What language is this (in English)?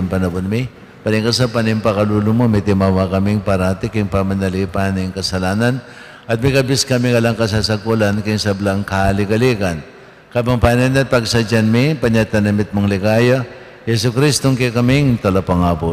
Pampanga